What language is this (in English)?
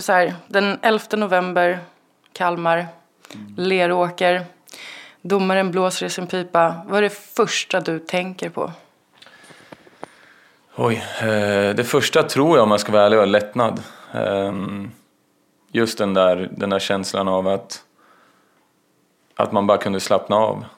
Swedish